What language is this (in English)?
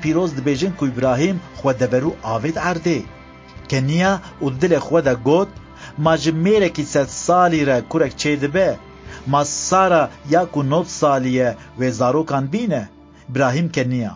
Kurdish